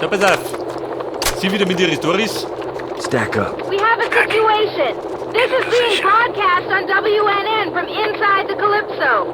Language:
Bavarian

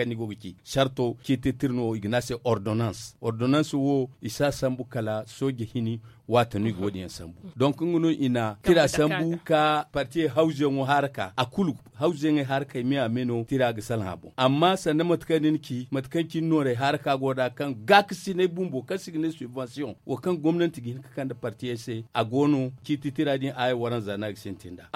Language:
Zarma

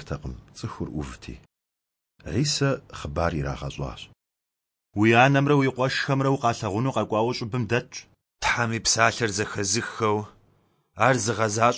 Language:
Kabardian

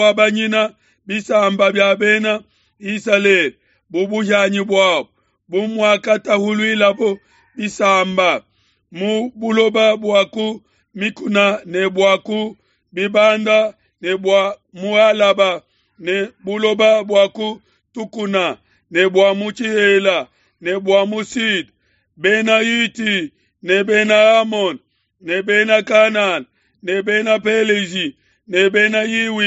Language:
Luba-Lulua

